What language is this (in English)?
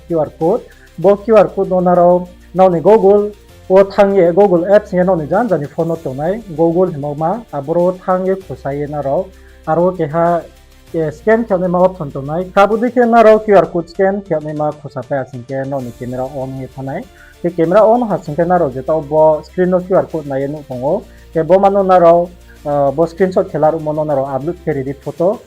Riang (India)